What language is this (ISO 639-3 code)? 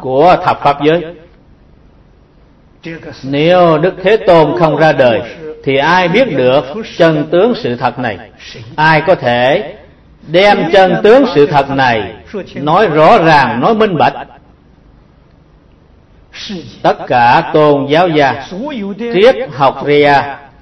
vie